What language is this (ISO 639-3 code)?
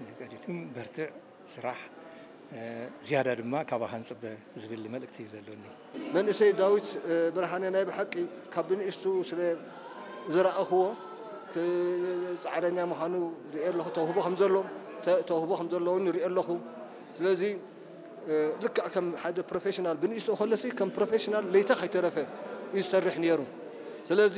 tir